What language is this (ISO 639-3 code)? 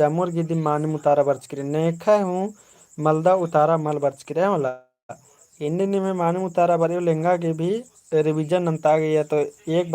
kru